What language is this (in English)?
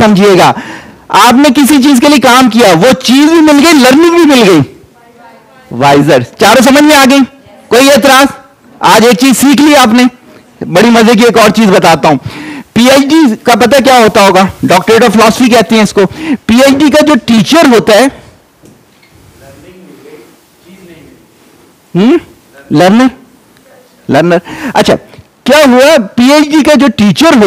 Hindi